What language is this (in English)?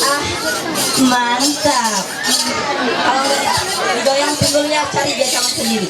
Ma'anyan